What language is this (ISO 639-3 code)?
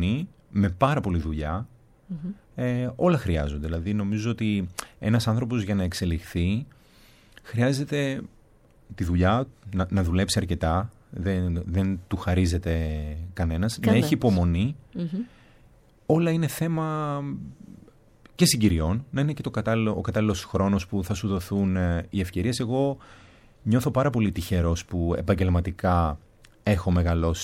ell